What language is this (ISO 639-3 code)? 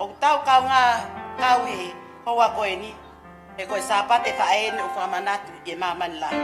ton